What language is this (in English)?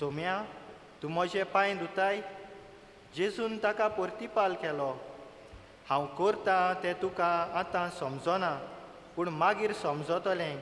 Konkani